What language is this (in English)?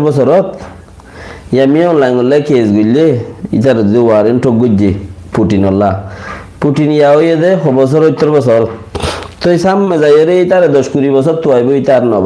Rohingya